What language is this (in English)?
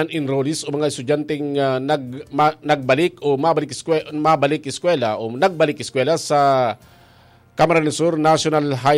Bikol